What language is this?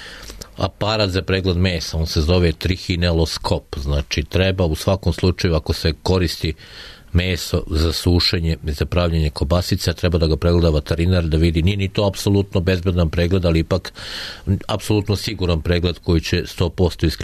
Serbian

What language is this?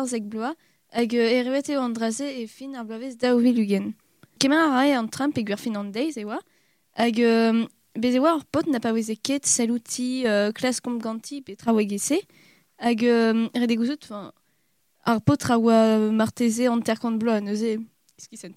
Breton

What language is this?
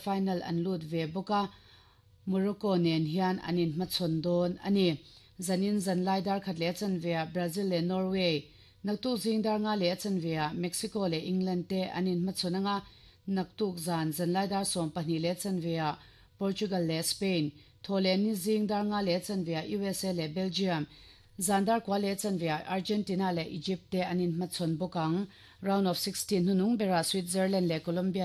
Mizo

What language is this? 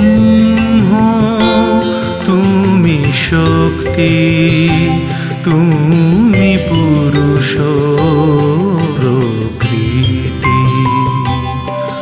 Bangla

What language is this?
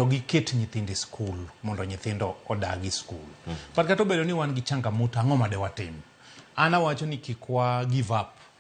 Luo (Kenya and Tanzania)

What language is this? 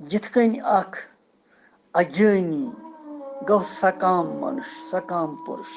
Kashmiri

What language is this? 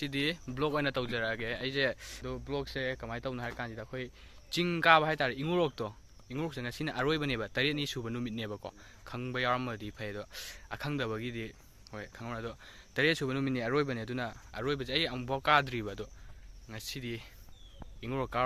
Manipuri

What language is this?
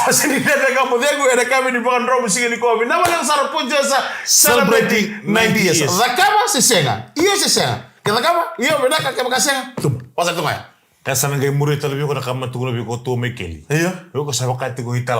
Fijian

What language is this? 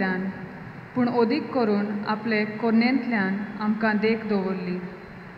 Konkani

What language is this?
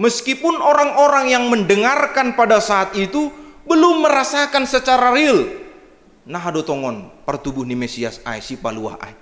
Batak Simalungun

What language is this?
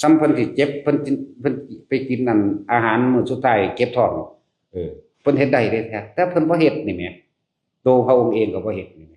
Northeastern Thai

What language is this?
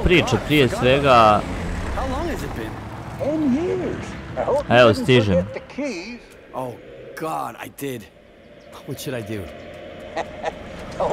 Croatian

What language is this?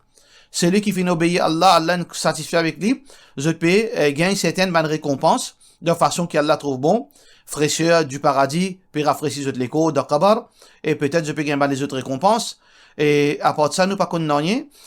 Morisyen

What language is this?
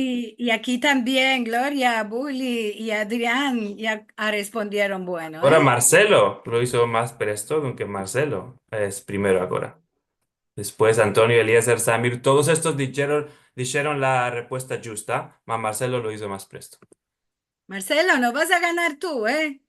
Ladino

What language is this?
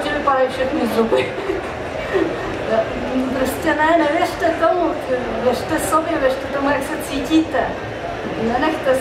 Czech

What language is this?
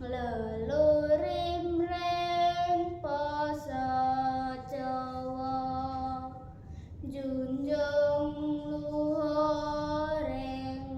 Javanese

